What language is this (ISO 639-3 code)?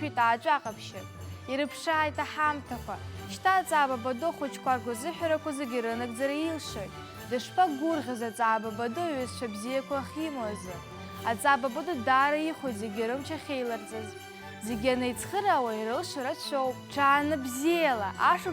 abk